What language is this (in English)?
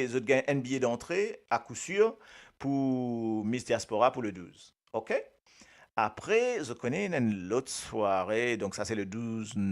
Morisyen